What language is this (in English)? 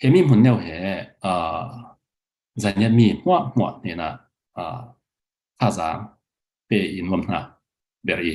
Falam Chin